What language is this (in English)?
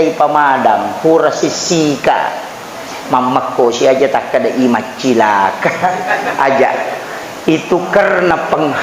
Buginese